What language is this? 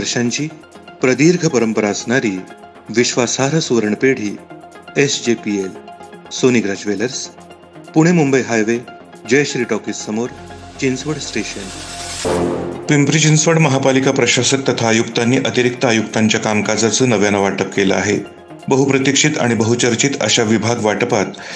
Marathi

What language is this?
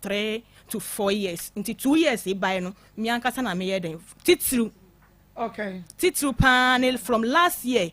Akan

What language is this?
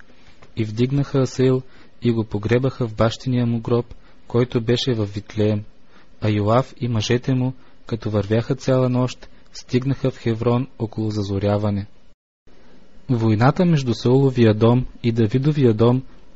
Bulgarian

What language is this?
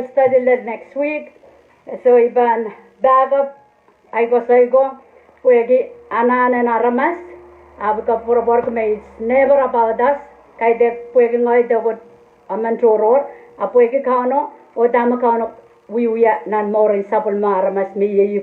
Pohnpeian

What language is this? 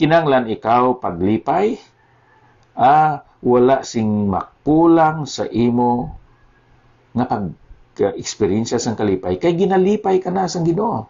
Hiligaynon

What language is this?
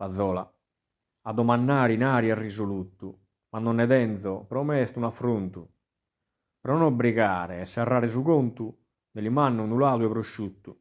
Sardinian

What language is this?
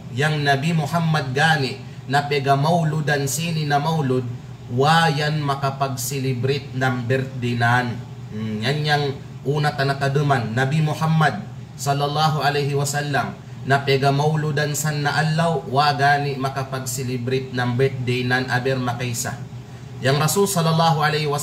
Kalagan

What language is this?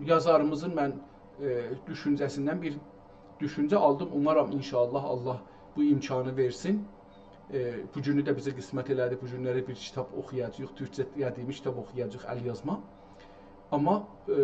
South Azerbaijani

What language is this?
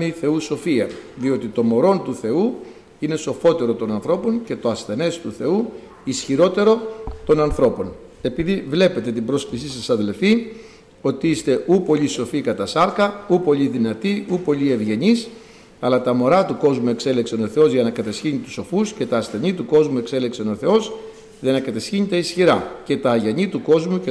Greek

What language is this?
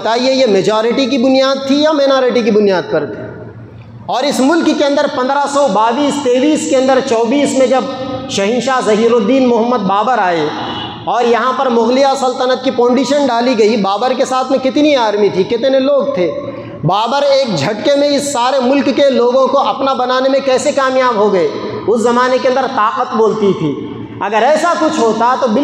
Urdu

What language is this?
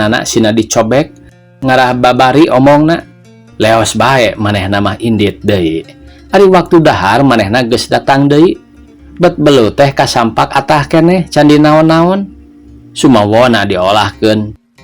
Sundanese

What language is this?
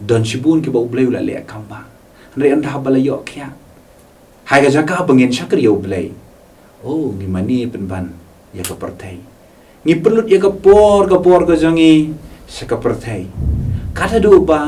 Khasi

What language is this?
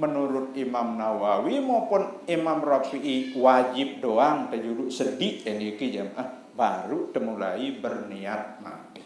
Sasak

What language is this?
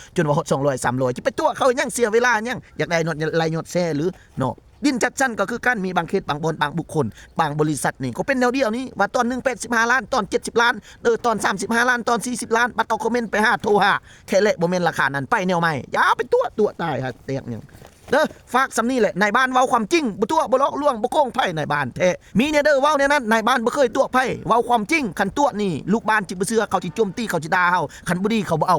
Lao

